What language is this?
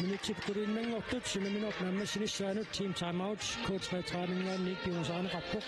Kalaallisut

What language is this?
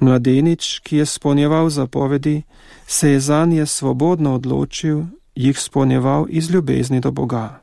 Slovenian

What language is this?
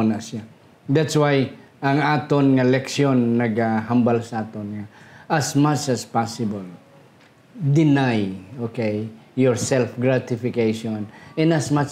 Hiligaynon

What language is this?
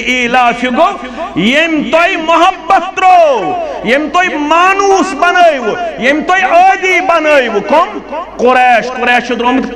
Kashmiri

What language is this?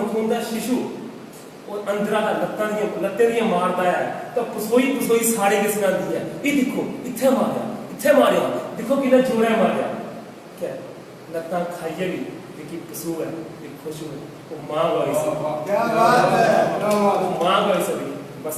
Dogri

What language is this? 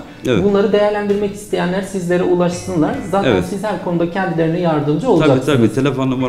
Turkish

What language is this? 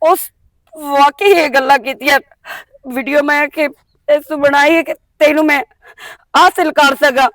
Western Panjabi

